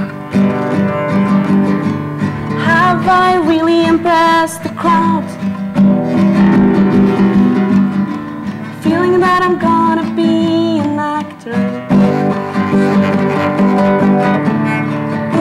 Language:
Norwegian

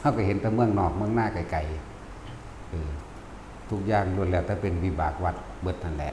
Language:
Northeastern Thai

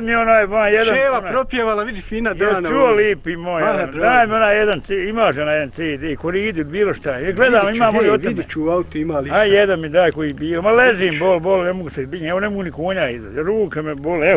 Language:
Bosnian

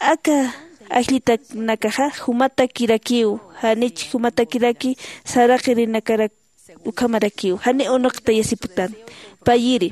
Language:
Aymara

